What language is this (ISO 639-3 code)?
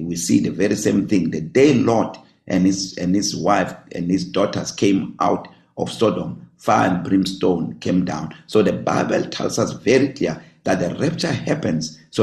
eng